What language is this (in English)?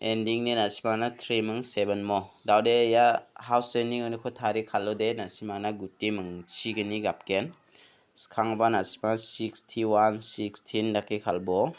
Garo